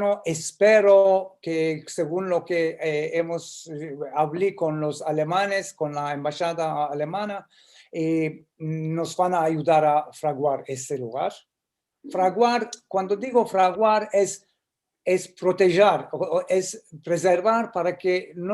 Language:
Ladino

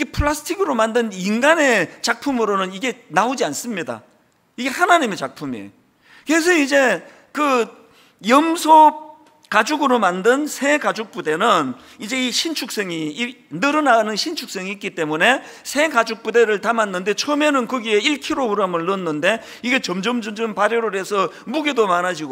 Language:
Korean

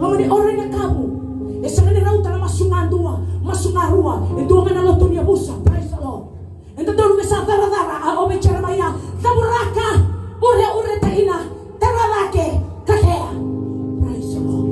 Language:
Fijian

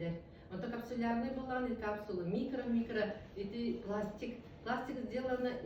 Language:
Yakut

